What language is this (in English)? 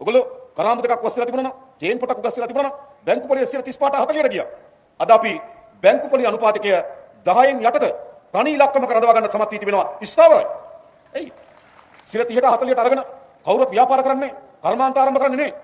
Sinhala